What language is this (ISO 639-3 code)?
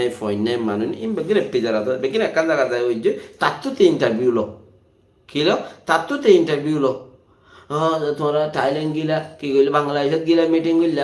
rhg